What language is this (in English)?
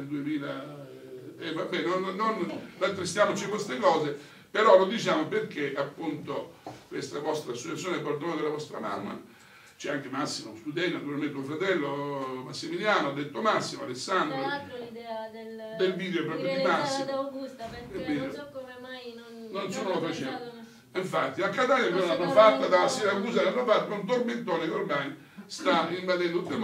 Italian